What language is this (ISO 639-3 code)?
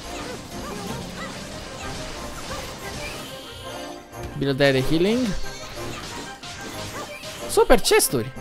ron